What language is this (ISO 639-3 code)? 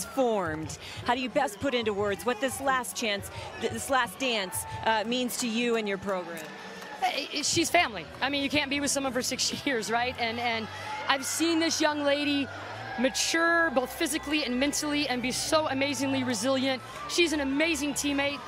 eng